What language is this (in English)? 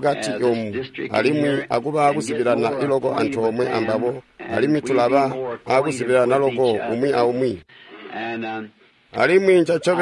Tonga (Zambia)